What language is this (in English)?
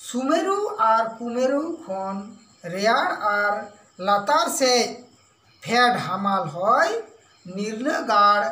Santali